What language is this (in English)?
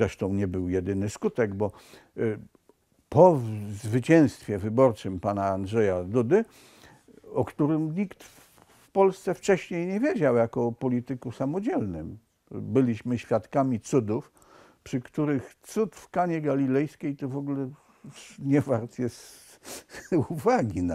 Polish